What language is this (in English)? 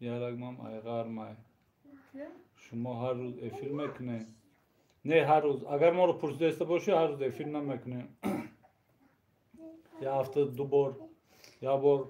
Tajik